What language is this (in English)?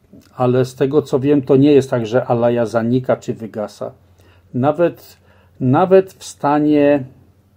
Polish